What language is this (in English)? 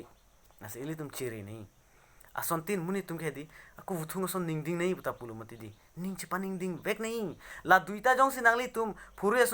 Karbi